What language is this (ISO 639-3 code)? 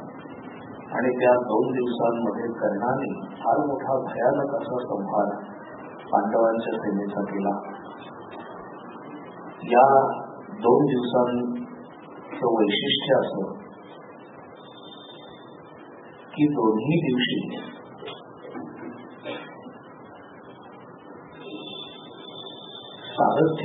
mar